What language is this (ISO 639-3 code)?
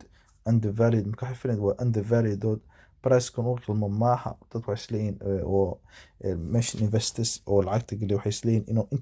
som